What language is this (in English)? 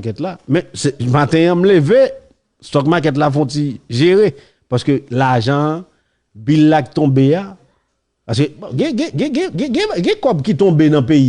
Haitian Creole